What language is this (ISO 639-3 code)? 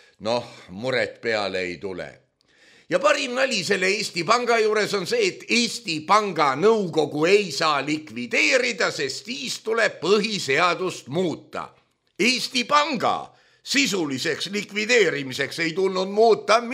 est